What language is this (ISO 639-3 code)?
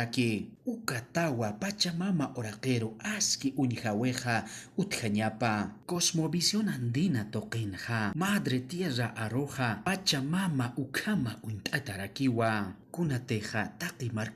aym